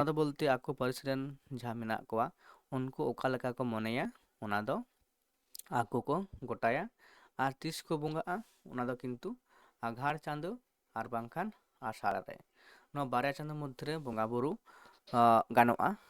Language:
Santali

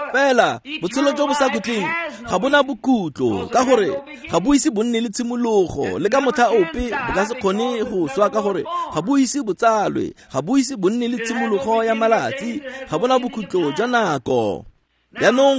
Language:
Tswana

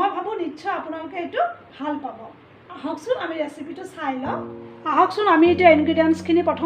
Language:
Assamese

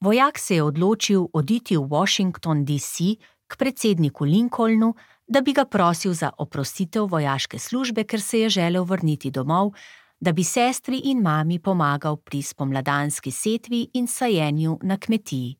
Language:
Slovenian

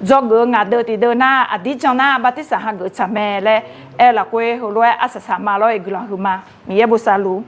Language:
Akha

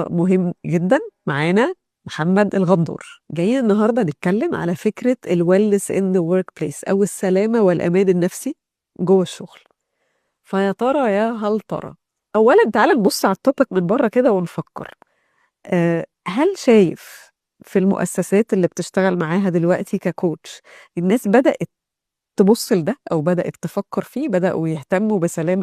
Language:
Egyptian Arabic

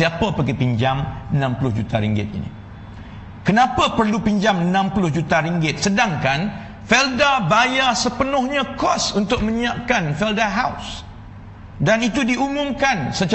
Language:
Malay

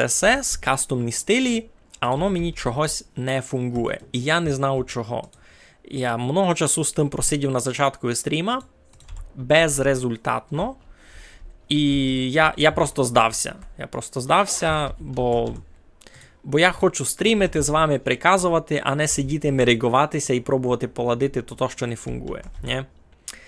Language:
Rusyn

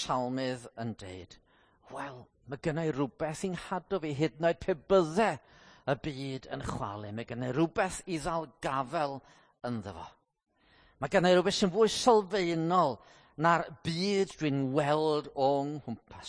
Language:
Welsh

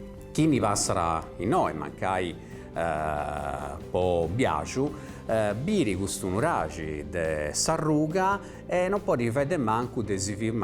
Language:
Sardinian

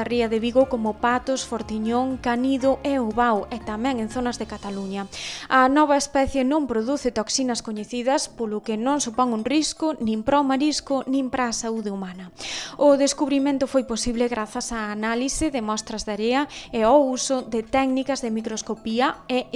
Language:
Galician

